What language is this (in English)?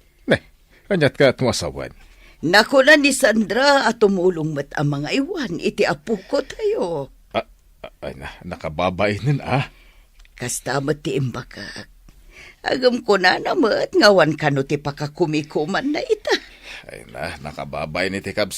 Iloko